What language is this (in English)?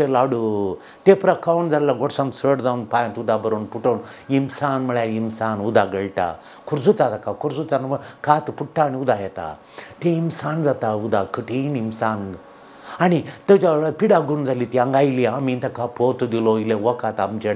Konkani